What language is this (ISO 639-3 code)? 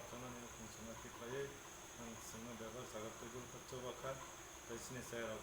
trp